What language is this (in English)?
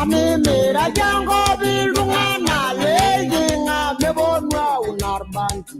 Masai